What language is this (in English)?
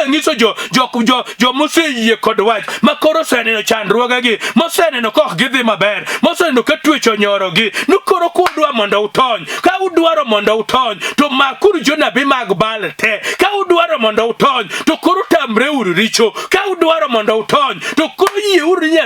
Luo (Kenya and Tanzania)